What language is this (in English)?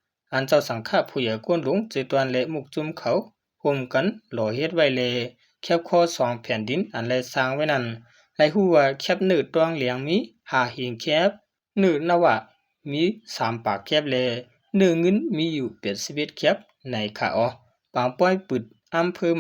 Shan